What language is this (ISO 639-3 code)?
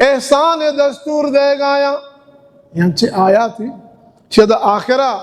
bal